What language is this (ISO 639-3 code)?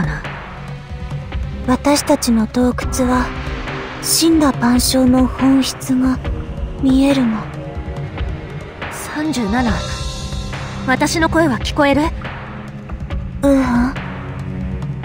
jpn